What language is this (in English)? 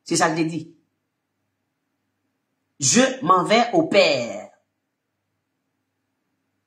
French